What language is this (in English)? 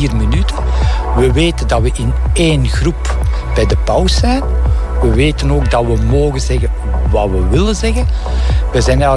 Dutch